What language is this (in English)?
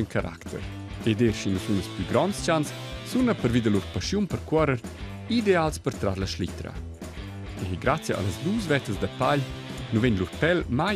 Romansh